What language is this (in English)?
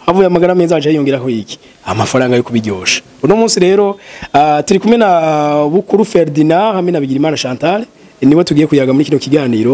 Rundi